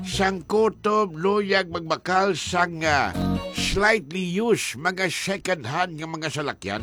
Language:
Hiligaynon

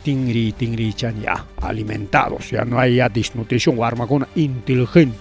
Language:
Ayacucho Quechua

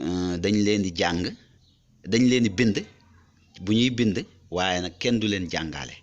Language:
Wolof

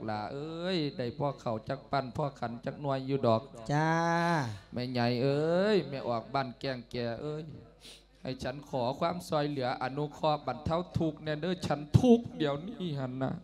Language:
Lao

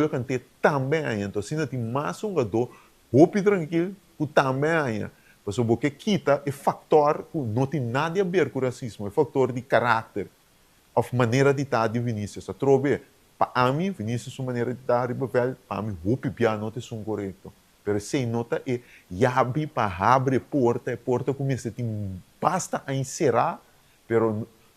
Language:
Papiamento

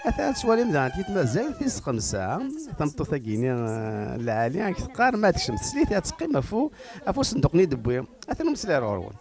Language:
Kabyle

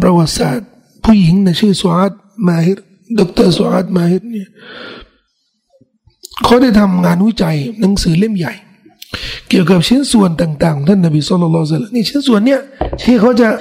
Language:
Thai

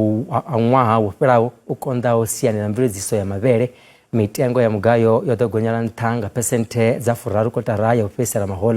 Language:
Venda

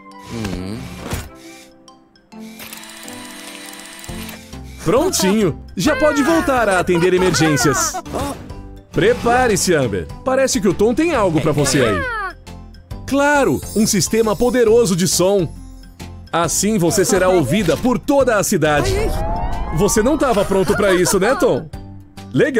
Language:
Portuguese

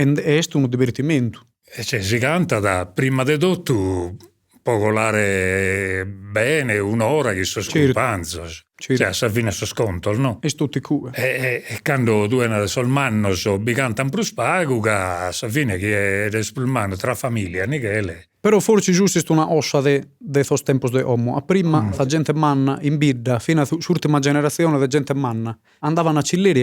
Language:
Sardinian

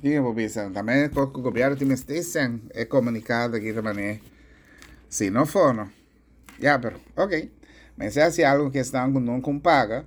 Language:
Papiamento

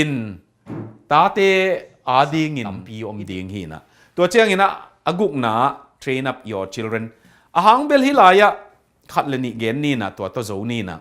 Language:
Tedim Chin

